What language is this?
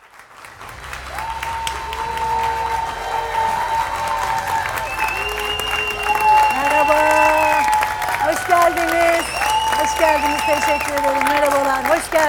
Turkish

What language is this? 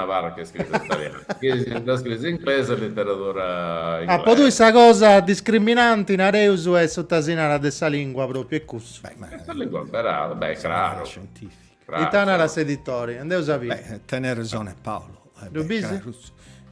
Sardinian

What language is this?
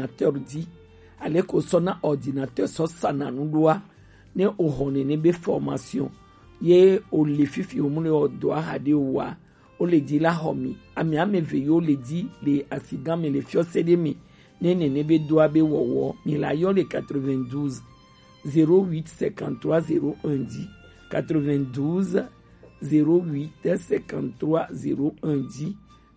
Gen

